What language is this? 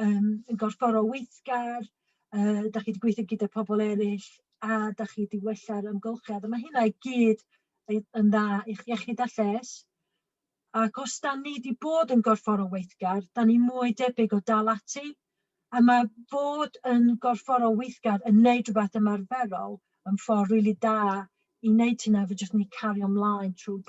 Welsh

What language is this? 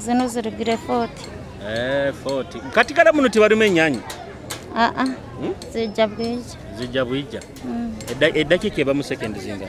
Nyoro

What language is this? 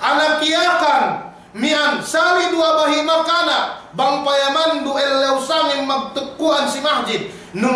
Yakan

